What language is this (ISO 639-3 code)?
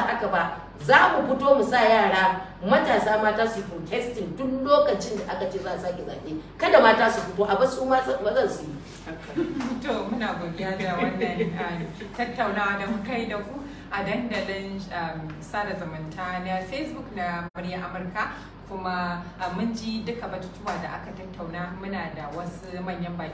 hau